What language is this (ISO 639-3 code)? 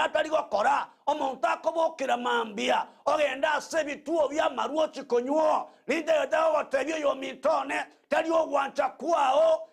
guz